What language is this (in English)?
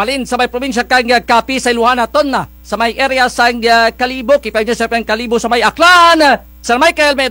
Kinaray-a